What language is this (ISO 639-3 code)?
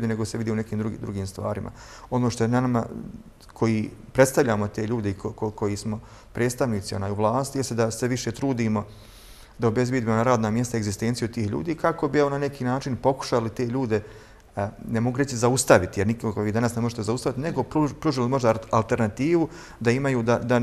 bos